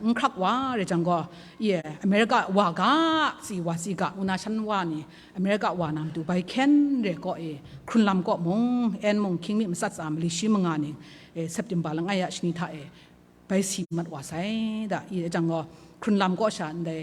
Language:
Kachin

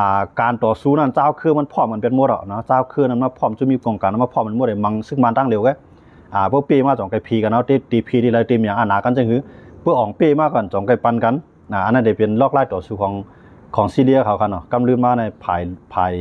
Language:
Shan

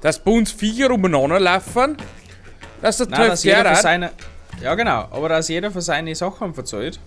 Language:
Bavarian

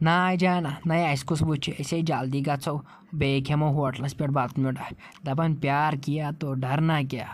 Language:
Kashmiri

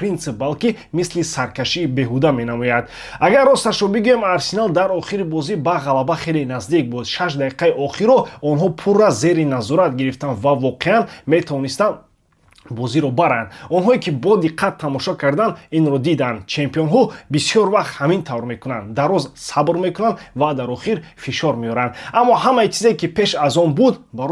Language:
Tajik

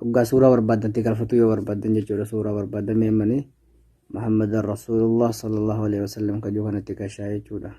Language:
Oromo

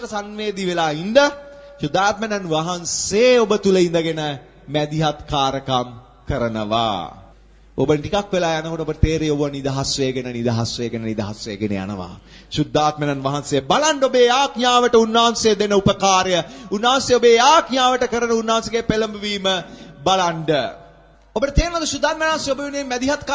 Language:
Sinhala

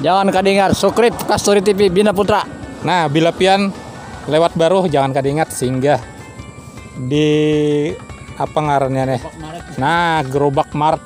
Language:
Banjar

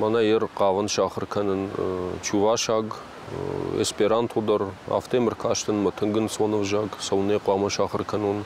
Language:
Ossetic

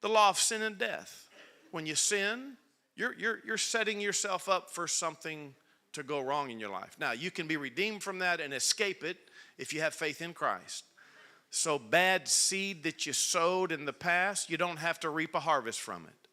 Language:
English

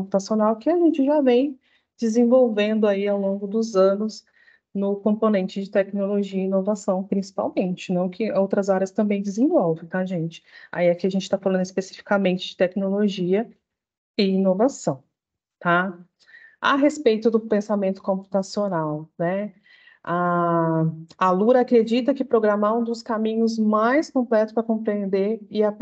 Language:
Portuguese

